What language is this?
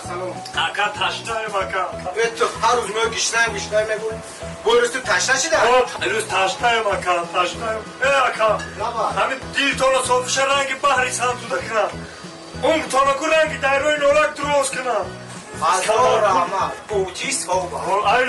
Tajik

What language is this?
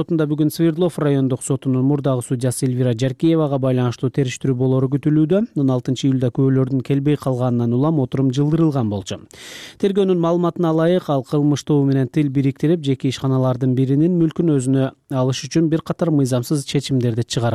Kyrgyz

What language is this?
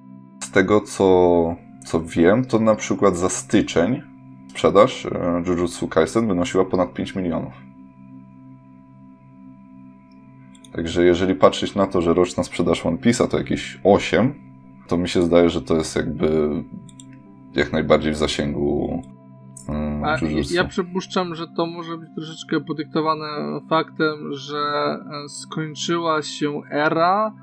Polish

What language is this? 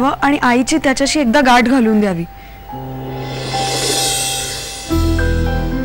Marathi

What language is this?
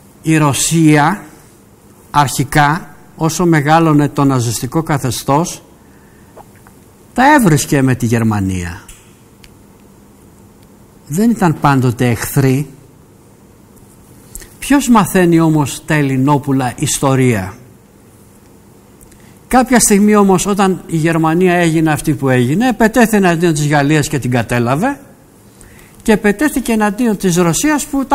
Greek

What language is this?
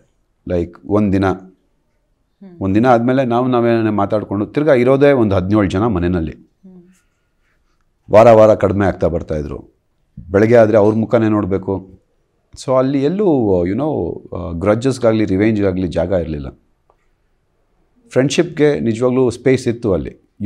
Kannada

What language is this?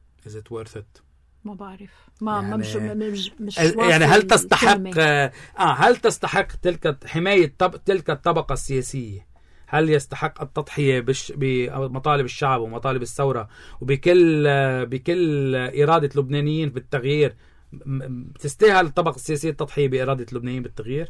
North Levantine Arabic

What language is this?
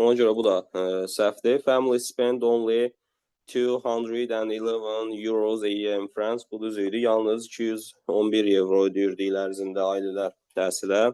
Azerbaijani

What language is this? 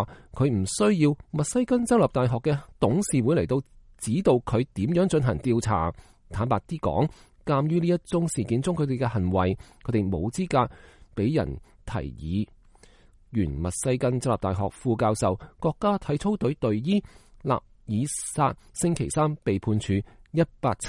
Cantonese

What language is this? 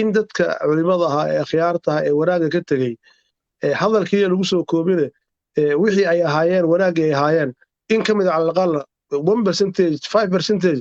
Somali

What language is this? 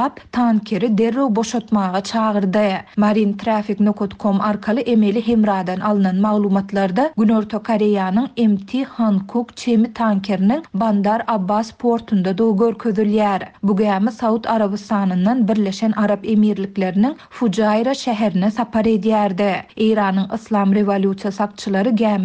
Turkmen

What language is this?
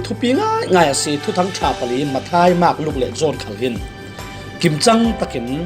Falam Chin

